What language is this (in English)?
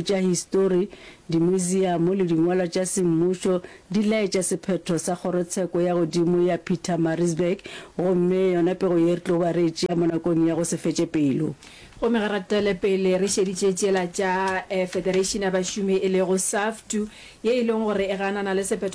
Northern Sotho